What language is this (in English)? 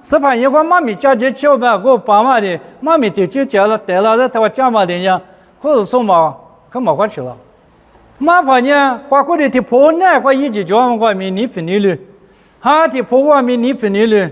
Lisu